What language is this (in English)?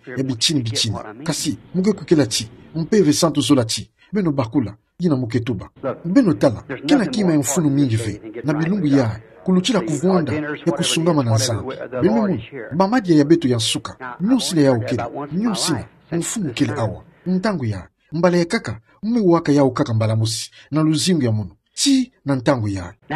Kituba (Democratic Republic of Congo)